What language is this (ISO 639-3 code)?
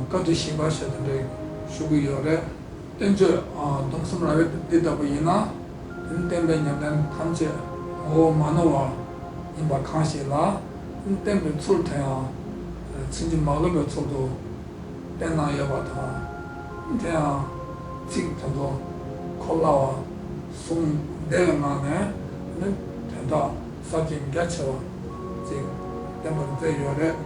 bod